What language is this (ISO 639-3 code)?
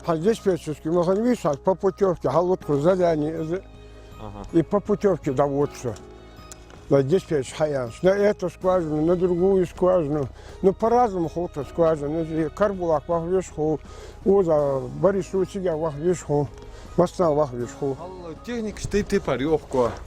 inh